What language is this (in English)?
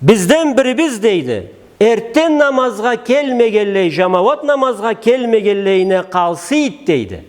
Karachay-Balkar